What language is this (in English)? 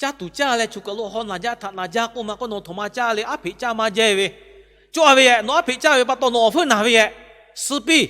Lahu